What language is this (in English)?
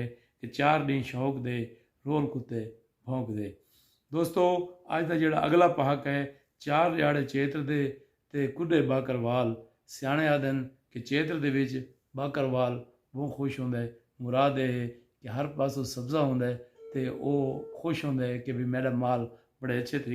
Saraiki